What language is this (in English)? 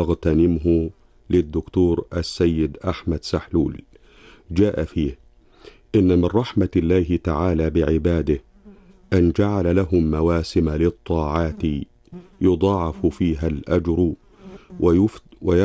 Arabic